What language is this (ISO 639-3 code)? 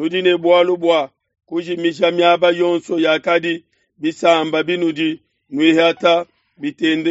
lua